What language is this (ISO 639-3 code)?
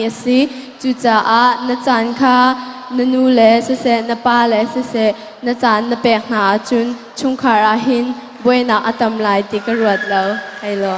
cnh